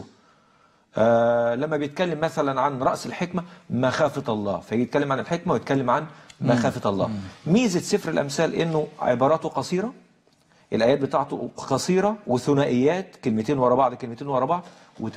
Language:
Egyptian Arabic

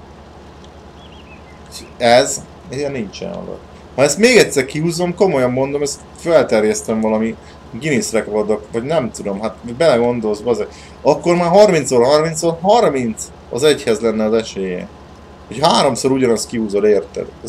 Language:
Hungarian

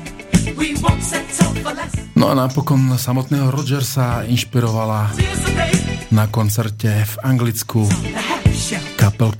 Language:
Slovak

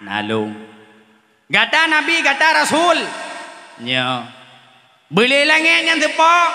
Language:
Achinese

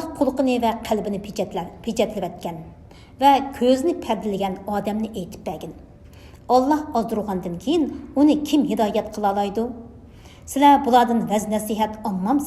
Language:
Uyghur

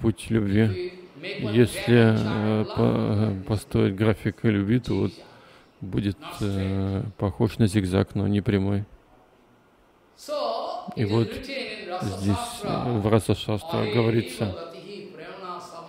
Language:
Russian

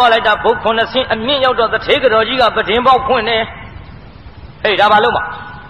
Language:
Burmese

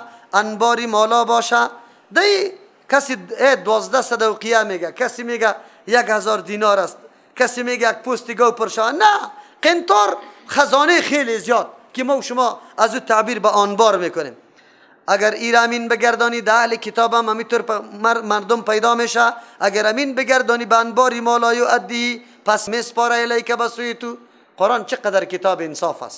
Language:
Persian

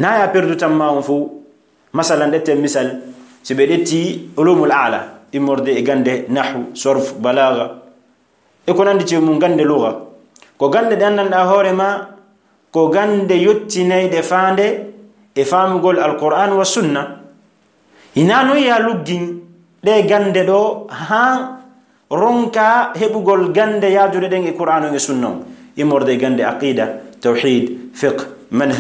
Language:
Fula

